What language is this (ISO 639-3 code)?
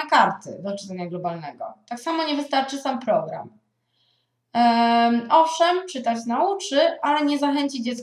pol